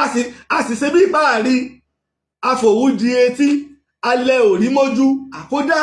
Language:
Yoruba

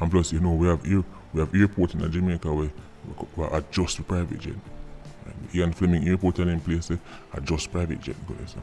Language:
Jamaican Creole English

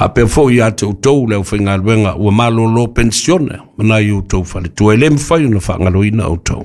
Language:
Samoan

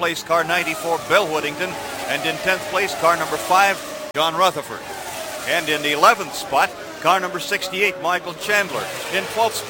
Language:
English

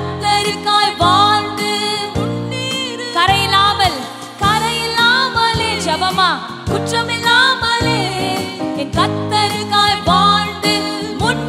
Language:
Tamil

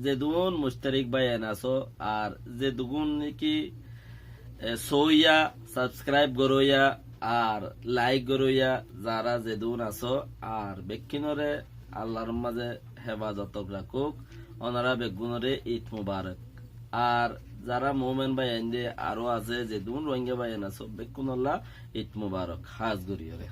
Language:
Rohingya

